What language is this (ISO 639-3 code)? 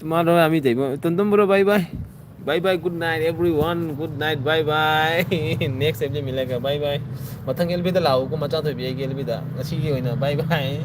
mni